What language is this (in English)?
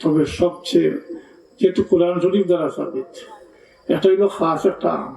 Sylheti